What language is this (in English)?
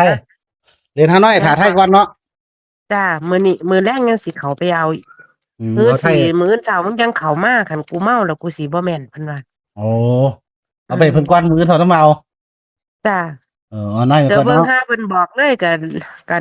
Northeastern Thai